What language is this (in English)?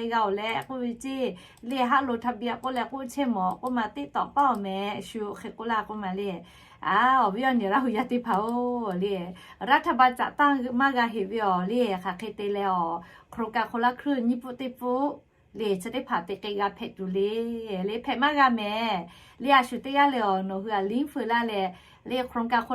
Lahu